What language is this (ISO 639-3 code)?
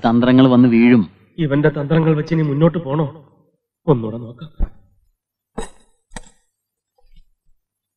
mal